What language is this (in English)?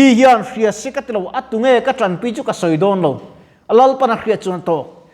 Mizo